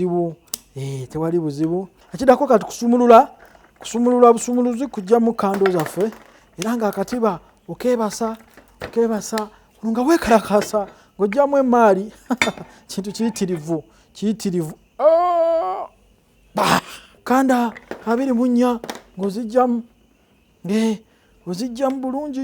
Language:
Ganda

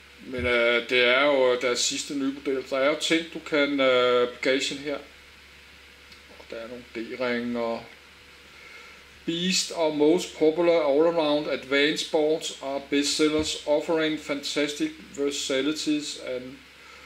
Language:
Danish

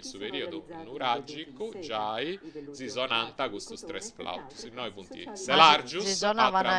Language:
Sardinian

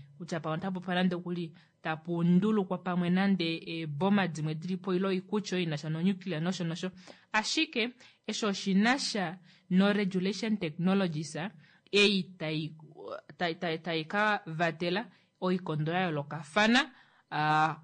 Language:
Kuanyama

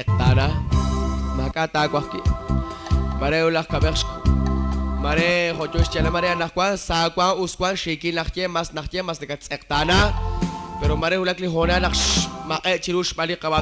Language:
Kekchí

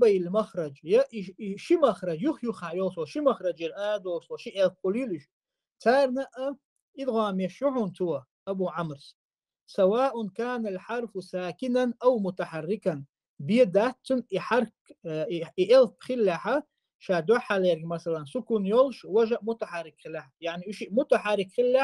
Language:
Chechen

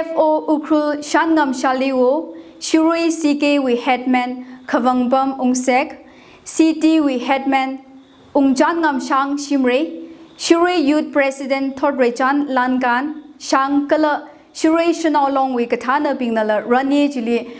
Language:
Tangkhul Naga (India)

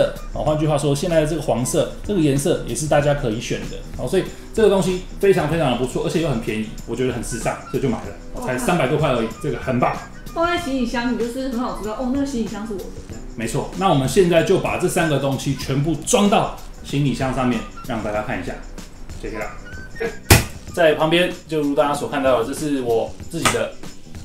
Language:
Chinese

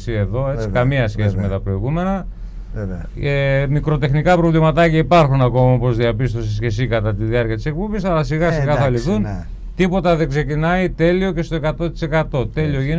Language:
Greek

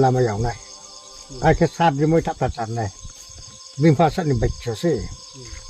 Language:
Riang (India)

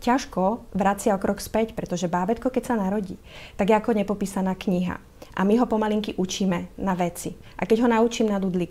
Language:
Slovak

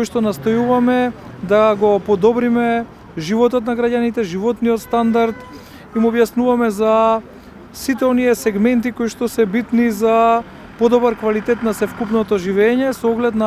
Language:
Macedonian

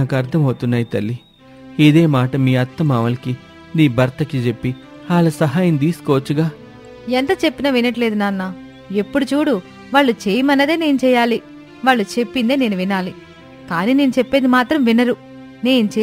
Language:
Telugu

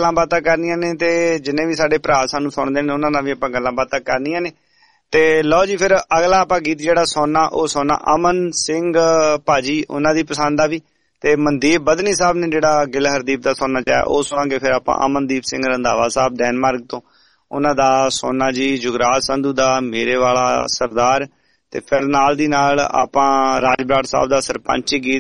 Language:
Punjabi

